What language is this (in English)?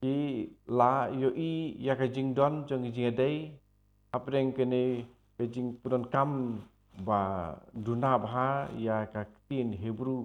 Khasi